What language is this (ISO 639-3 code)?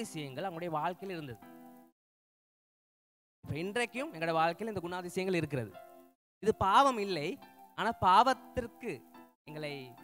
tam